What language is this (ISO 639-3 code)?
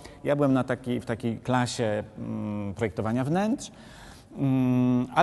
pol